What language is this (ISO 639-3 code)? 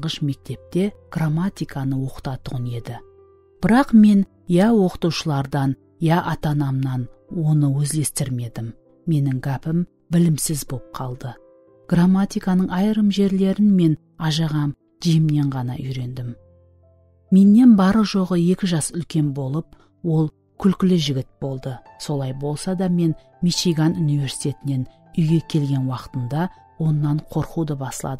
kaa